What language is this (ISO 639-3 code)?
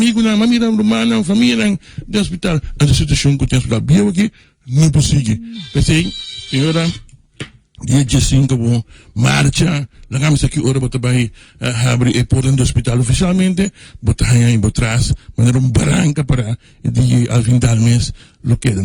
pap